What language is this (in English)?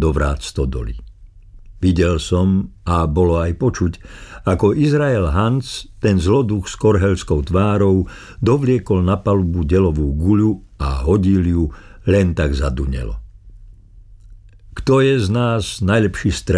Slovak